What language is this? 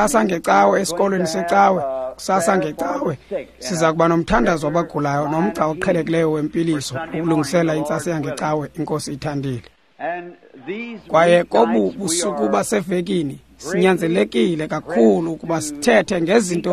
Xhosa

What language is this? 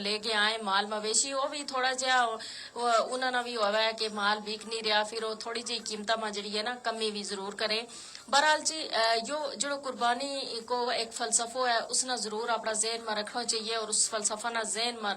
Gujari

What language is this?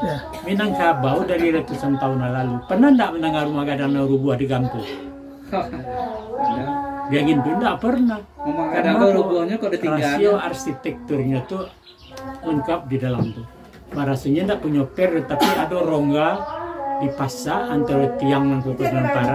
Minangkabau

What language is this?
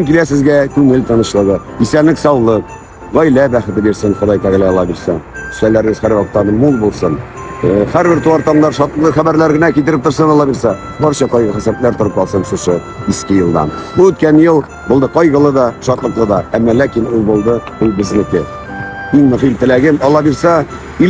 Tatar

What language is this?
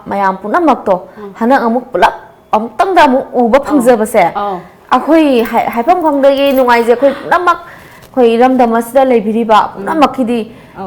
Manipuri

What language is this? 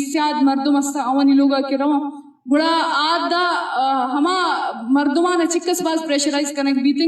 Eastern Balochi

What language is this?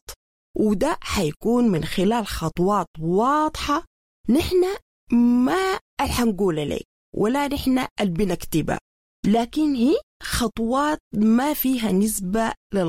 Sudanese Arabic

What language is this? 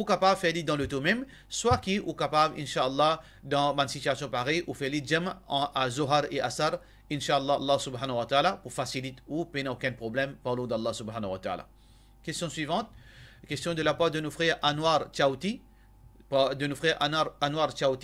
Morisyen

